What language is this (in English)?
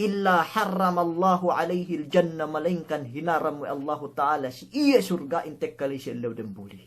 Yakan